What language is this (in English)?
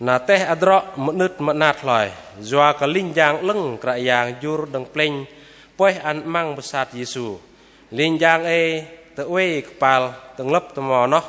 Bahnar